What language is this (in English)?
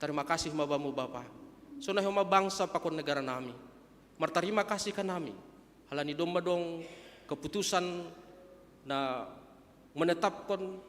Batak Simalungun